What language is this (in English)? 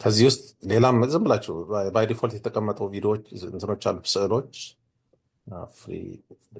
Amharic